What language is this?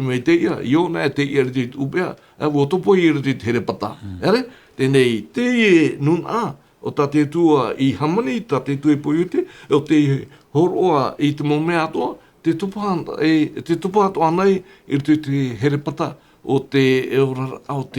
Tahitian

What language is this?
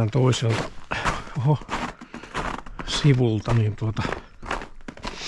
Finnish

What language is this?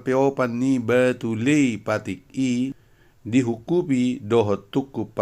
Batak Toba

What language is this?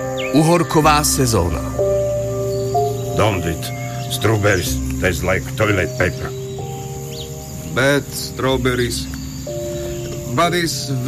Slovak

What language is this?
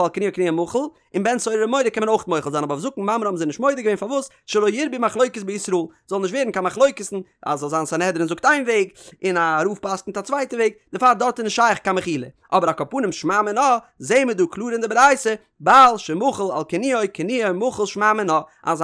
Yiddish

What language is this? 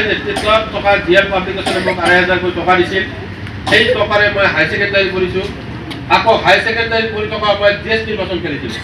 Assamese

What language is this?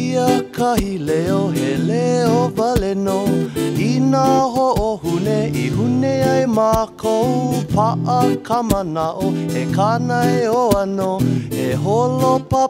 Hawaiian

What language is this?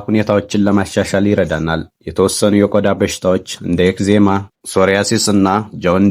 Amharic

